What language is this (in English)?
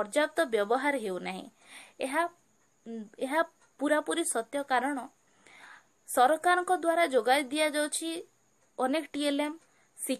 Odia